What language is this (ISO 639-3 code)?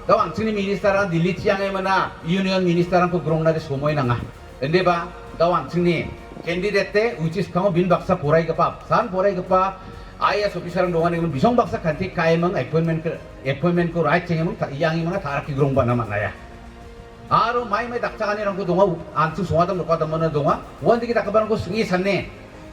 grt